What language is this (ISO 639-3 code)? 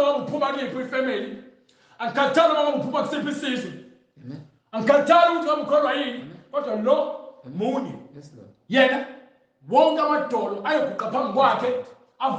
zul